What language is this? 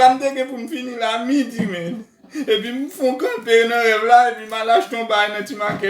Haitian Creole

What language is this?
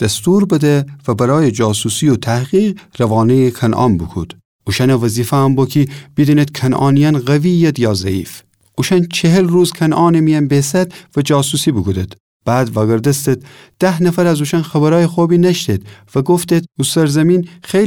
Gilaki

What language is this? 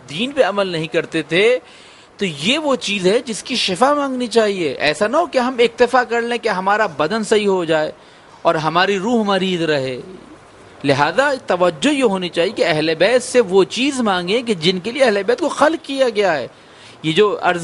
Urdu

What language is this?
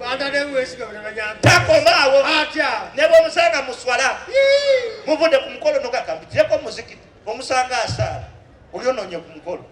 Ganda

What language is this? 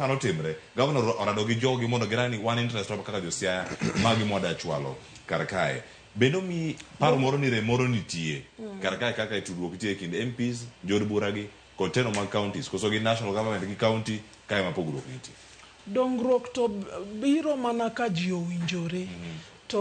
Luo (Kenya and Tanzania)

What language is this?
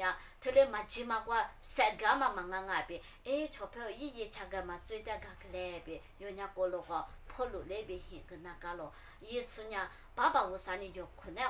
Lisu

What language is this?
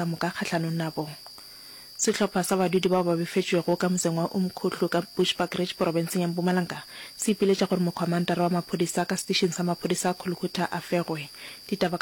Northern Sotho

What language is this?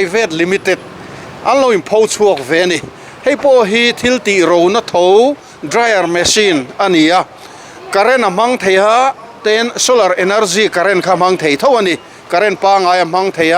Mizo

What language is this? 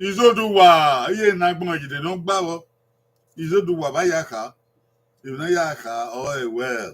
Bini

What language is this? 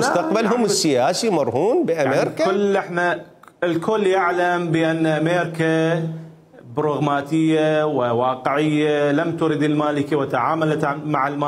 Mesopotamian Arabic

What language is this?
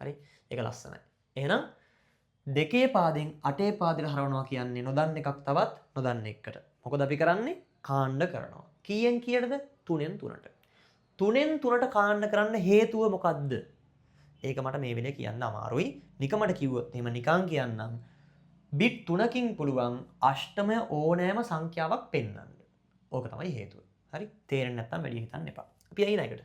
Sinhala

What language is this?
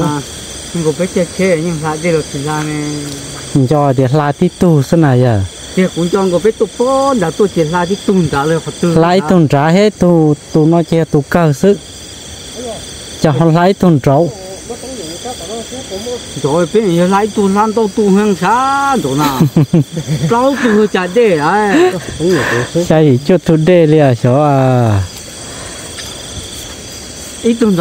Vietnamese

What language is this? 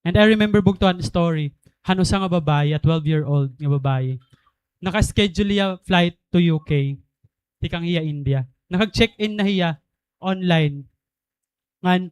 Waray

